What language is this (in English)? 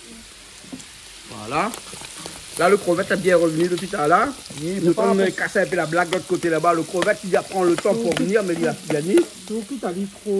Réunion Creole French